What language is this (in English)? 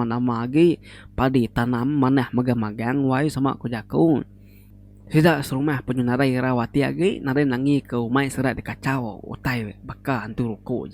Iban